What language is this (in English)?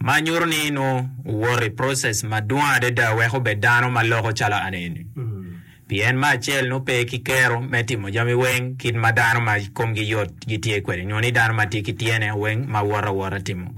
Acoli